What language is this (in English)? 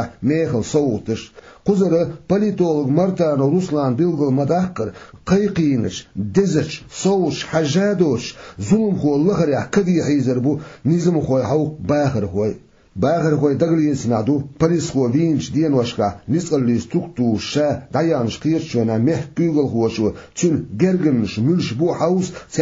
Chechen